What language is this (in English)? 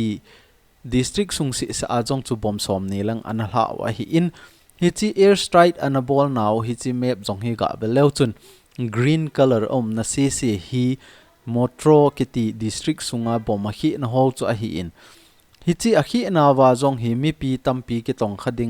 Thado Chin